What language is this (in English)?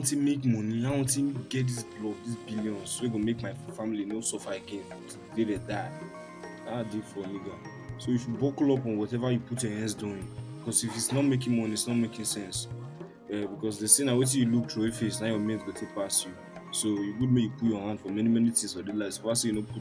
Nigerian Pidgin